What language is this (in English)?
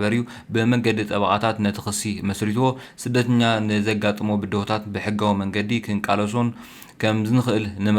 Tigrinya